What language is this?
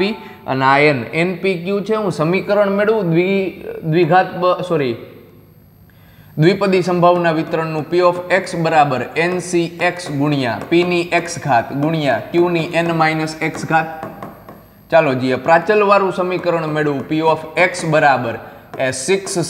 Gujarati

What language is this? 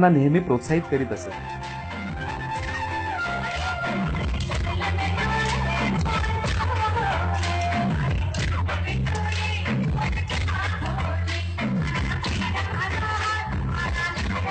Marathi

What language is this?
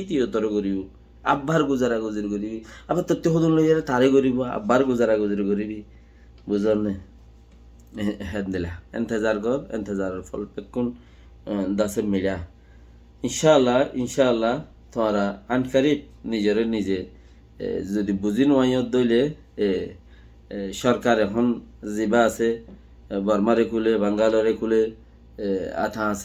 Rohingya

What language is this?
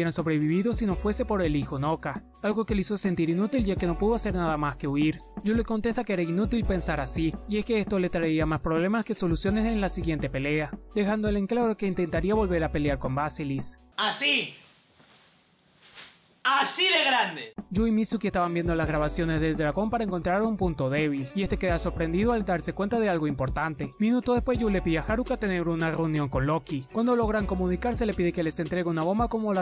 Spanish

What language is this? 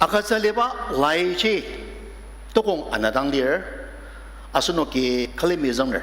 Ao Naga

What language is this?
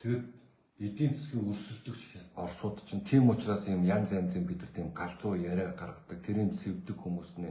Mongolian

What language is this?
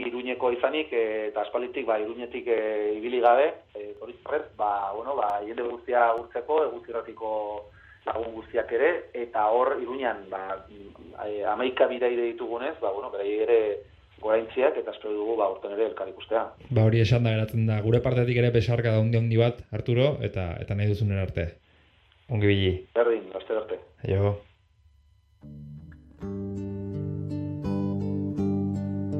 Basque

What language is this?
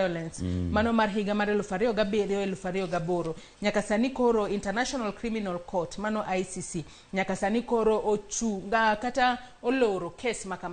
Luo (Kenya and Tanzania)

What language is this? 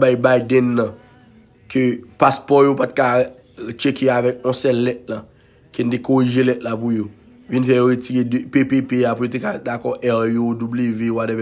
Haitian Creole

